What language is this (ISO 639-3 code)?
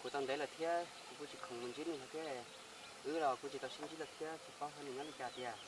hmn